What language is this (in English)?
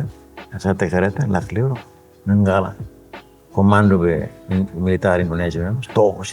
Tetum